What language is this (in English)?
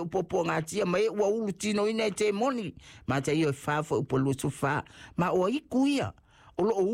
Samoan